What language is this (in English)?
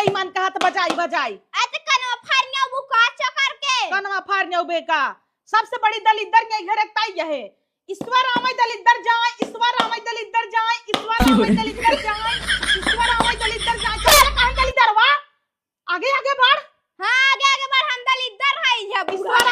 Awadhi